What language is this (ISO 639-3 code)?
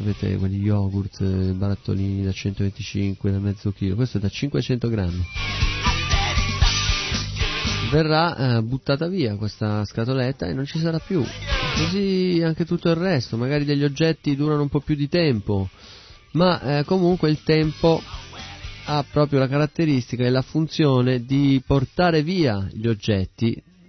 ita